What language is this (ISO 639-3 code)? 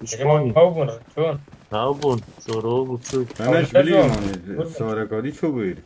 kur